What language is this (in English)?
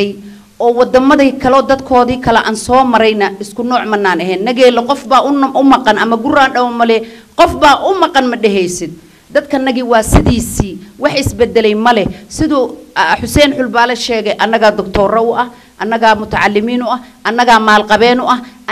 Somali